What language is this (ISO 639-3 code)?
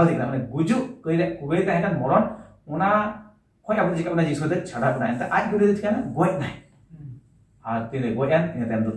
sat